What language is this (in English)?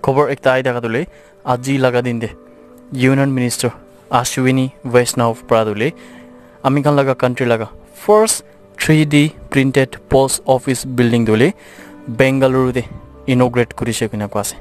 Naga Pidgin